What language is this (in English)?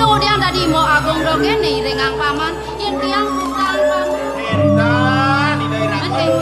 Balinese